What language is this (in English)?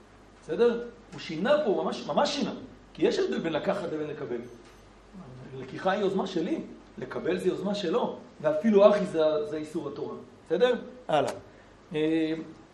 Hebrew